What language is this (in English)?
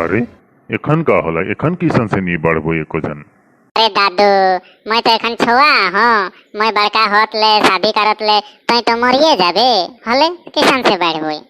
Sadri